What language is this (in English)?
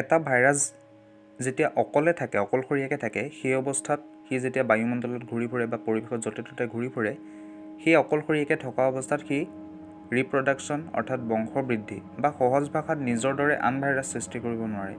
Assamese